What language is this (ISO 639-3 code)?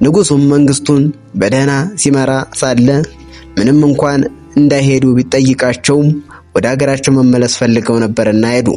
amh